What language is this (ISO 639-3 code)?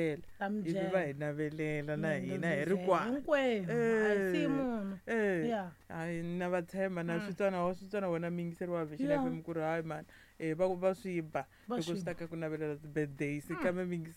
tso